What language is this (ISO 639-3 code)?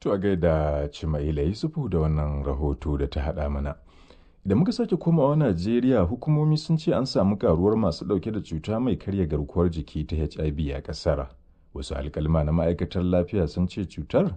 hau